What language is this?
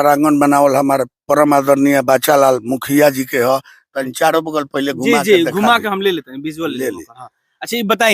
Bhojpuri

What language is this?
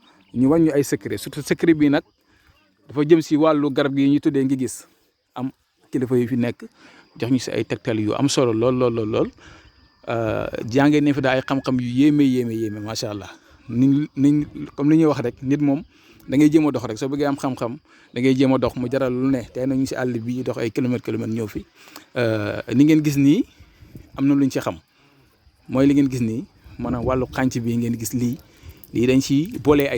Wolof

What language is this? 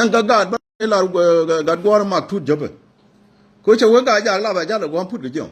Nuer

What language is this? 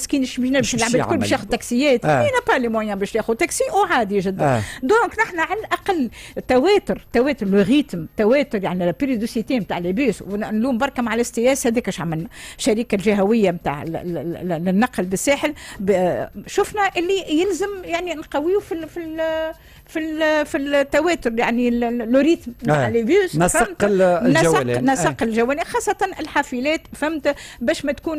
Tunisian Arabic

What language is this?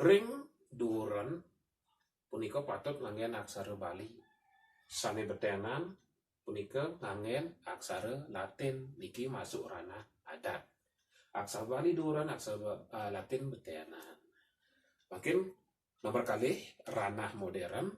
Balinese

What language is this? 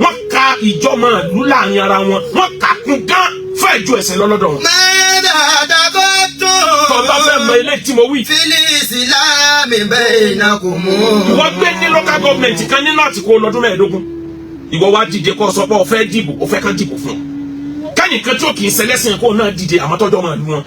Yoruba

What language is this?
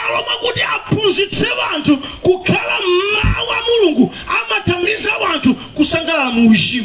Nyanja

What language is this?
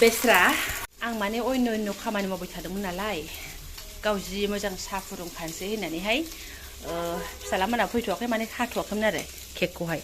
Bodo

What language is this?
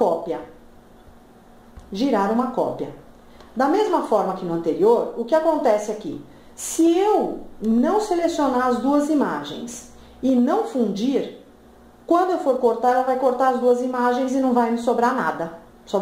Portuguese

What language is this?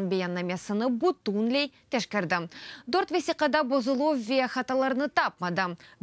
Crimean Tatar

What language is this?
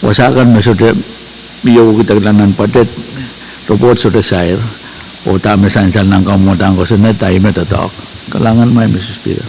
Pohnpeian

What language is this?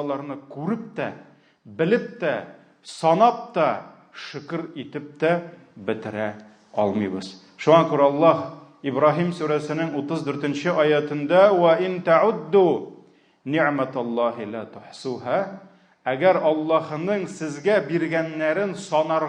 Tatar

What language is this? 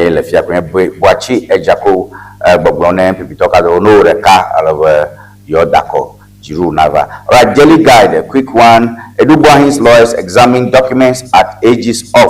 Ewe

